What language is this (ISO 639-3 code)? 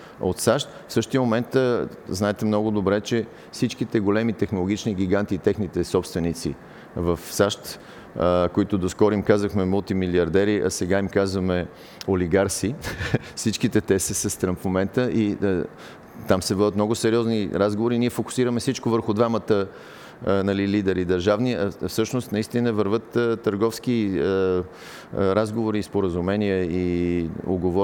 bul